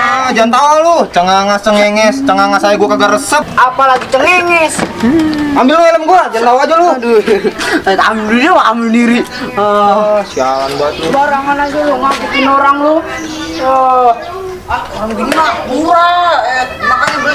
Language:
Betawi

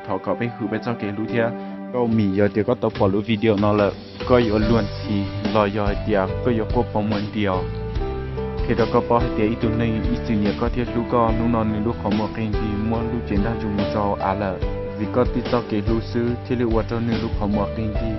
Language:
Hmong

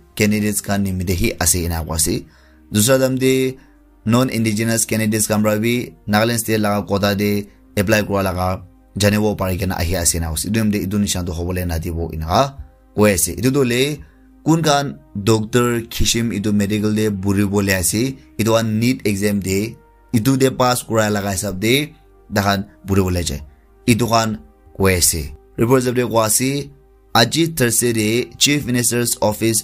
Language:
Naga Pidgin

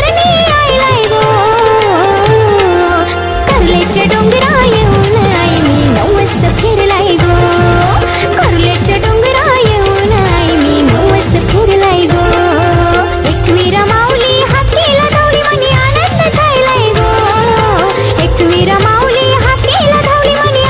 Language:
Marathi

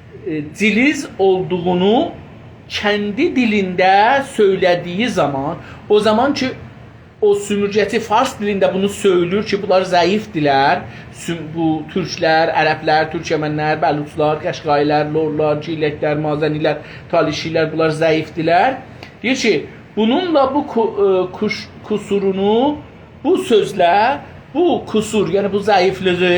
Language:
South Azerbaijani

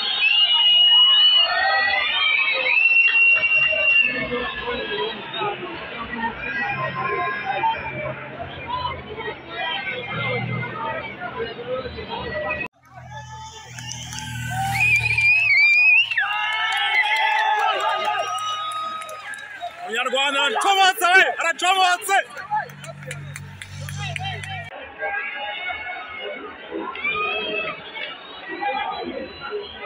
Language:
Kinyarwanda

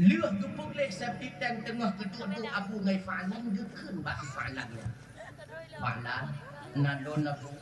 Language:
Achinese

